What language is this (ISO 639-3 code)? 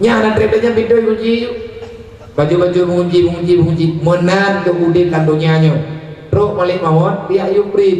ace